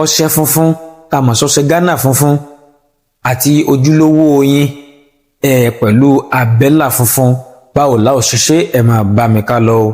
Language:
Yoruba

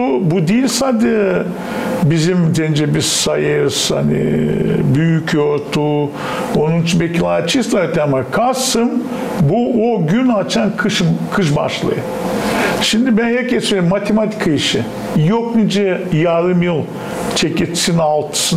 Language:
Gagauz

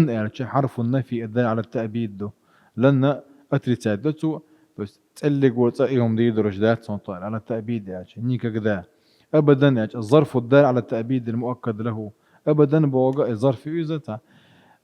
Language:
Chechen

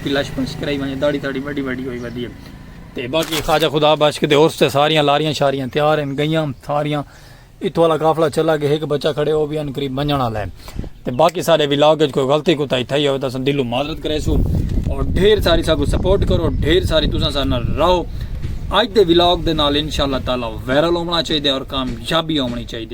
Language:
Saraiki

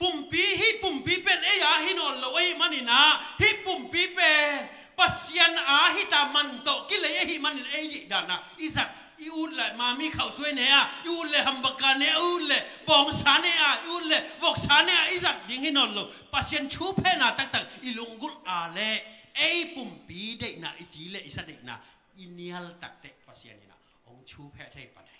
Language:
Tedim Chin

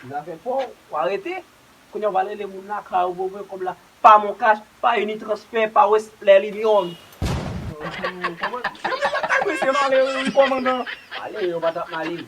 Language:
Haitian Creole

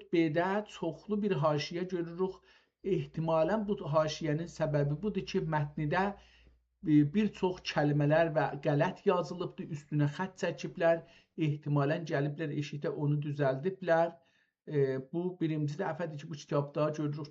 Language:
South Azerbaijani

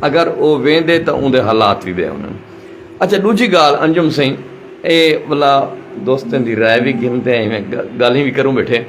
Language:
Saraiki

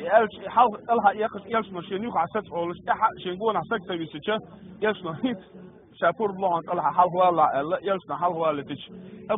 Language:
Chechen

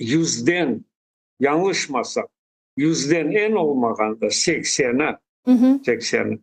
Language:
Crimean Tatar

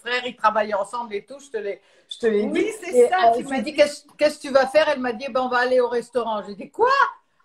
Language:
French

